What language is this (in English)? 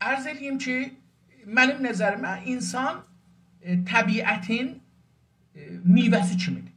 South Azerbaijani